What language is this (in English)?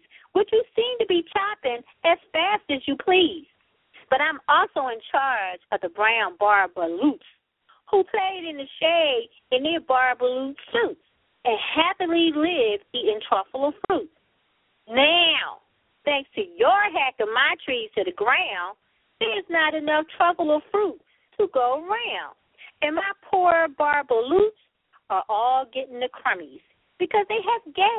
English